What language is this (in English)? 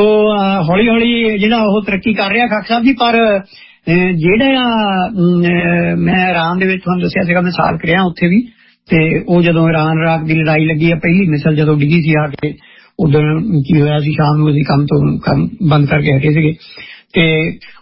Punjabi